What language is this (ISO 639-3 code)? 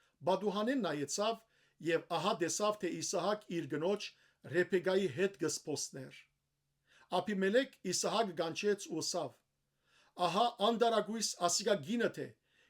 hyw